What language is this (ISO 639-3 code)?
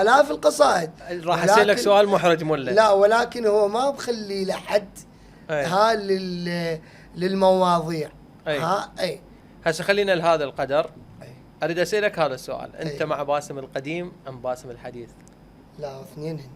acm